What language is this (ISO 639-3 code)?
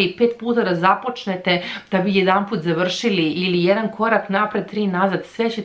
srp